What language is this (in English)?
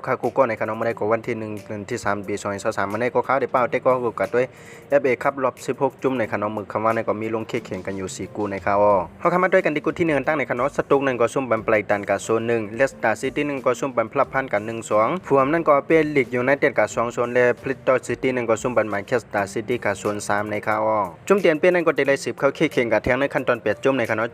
Shan